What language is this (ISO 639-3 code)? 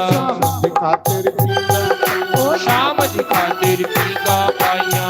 doi